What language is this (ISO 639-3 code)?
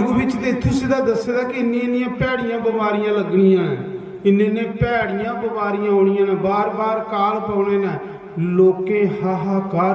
doi